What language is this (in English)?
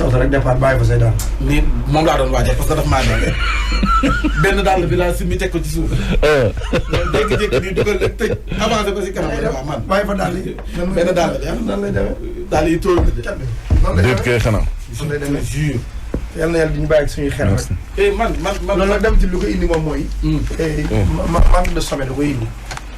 Wolof